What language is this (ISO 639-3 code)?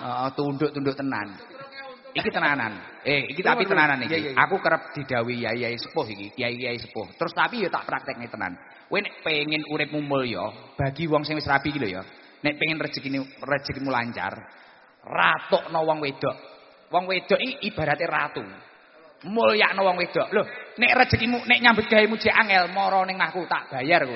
jav